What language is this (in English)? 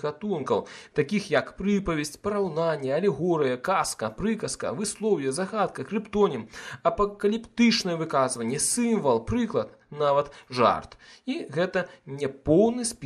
Belarusian